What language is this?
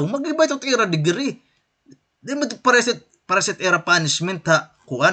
Waray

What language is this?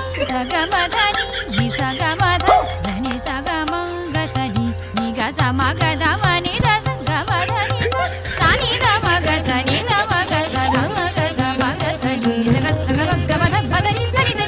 Chhattisgarhi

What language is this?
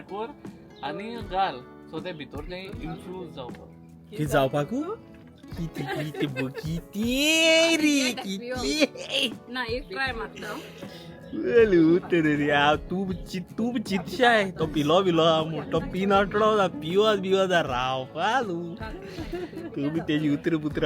Konkani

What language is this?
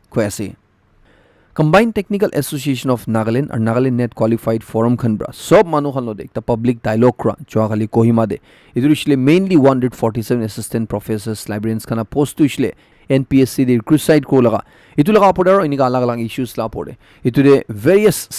Naga Pidgin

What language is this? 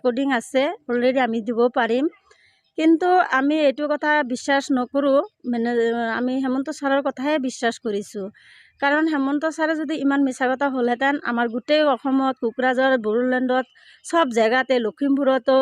Assamese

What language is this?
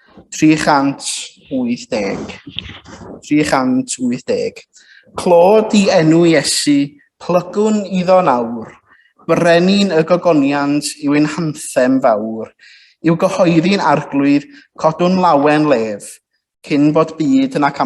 Welsh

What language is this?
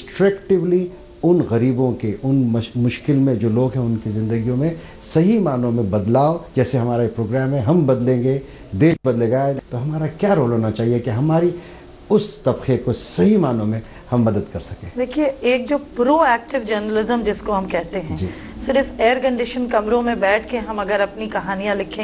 Urdu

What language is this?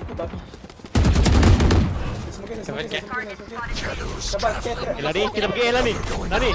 Malay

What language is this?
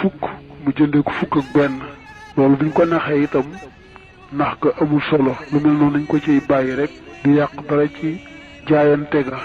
Wolof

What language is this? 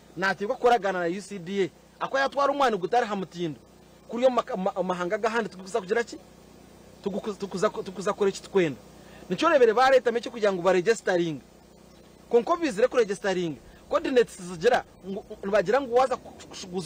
Nyankole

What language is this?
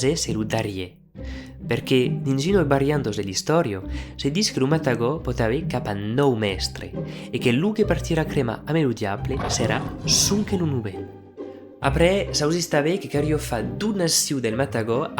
Occitan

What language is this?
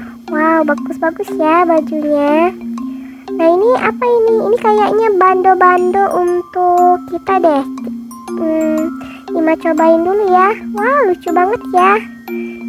Indonesian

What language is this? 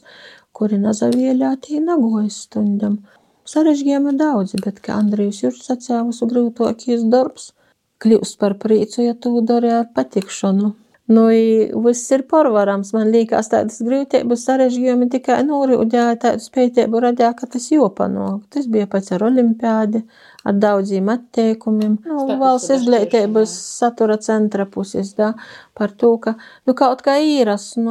Latvian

